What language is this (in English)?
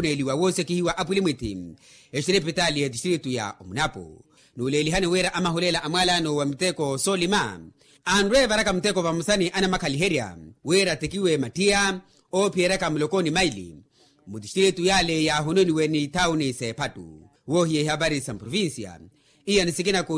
Makhuwa